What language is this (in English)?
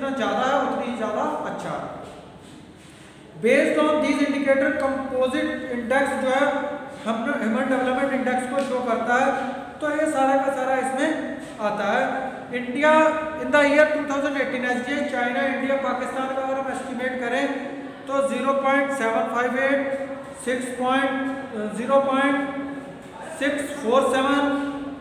Hindi